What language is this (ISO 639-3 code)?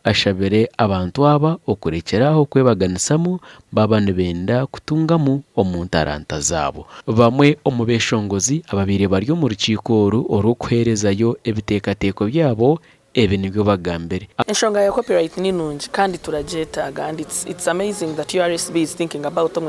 nyn